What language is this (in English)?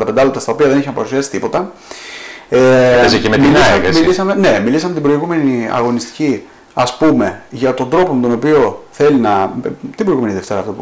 Greek